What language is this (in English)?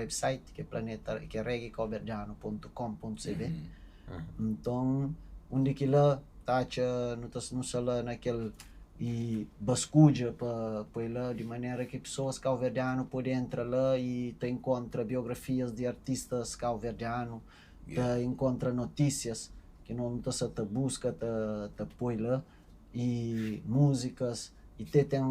Kabuverdianu